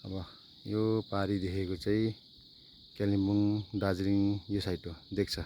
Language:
Nepali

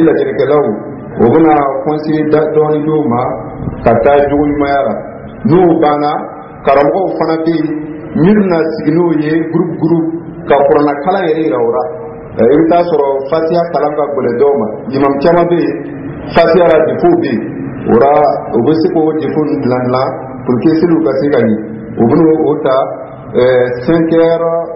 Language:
Dyula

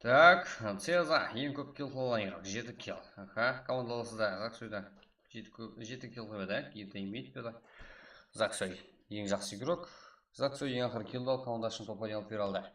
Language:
Kara-Kalpak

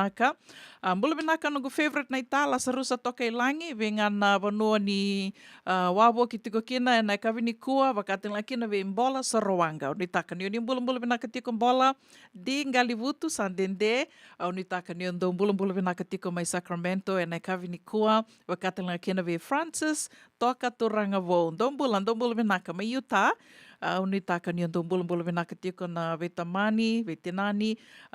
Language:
Fijian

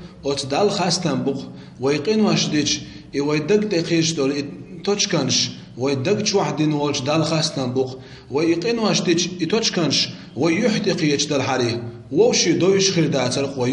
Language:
Chechen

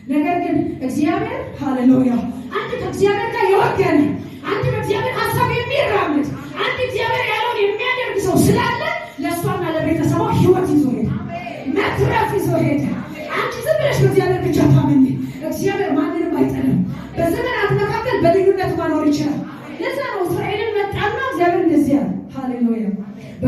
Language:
Amharic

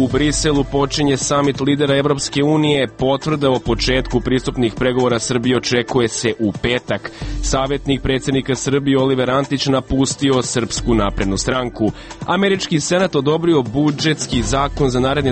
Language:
Serbian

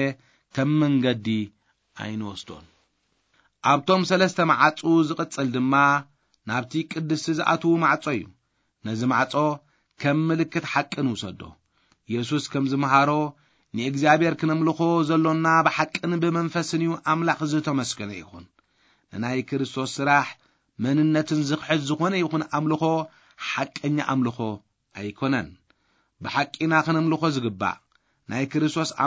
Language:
Tigrinya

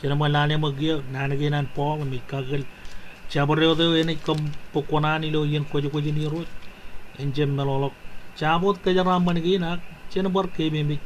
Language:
Marshallese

